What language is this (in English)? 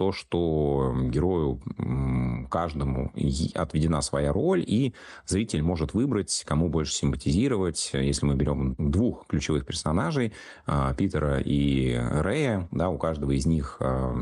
Russian